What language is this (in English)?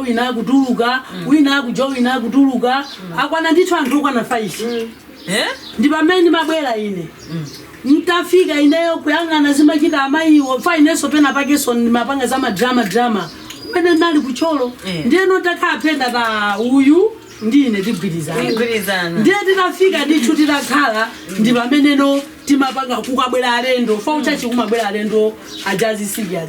Nyanja